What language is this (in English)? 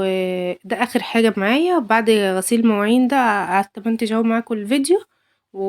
Egyptian Arabic